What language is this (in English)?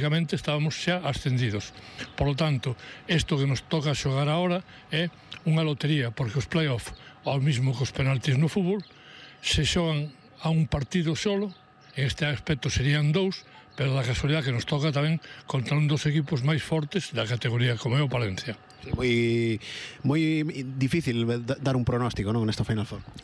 Galician